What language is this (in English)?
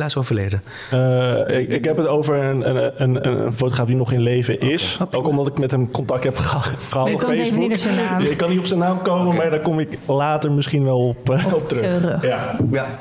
Dutch